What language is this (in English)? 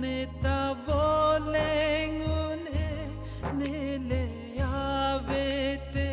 Karbi